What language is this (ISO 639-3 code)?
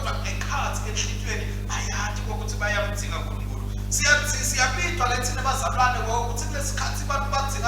ssw